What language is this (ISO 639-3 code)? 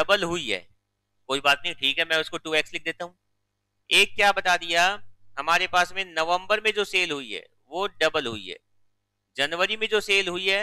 hin